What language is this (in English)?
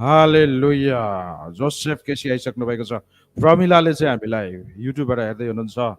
Nepali